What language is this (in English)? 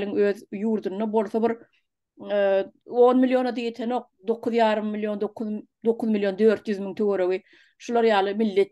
Turkmen